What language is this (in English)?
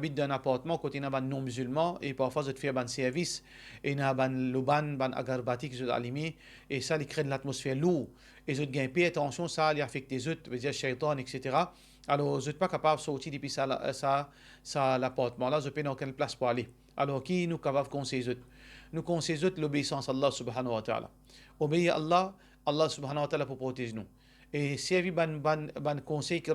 Morisyen